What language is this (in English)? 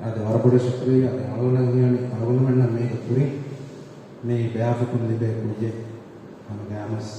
Divehi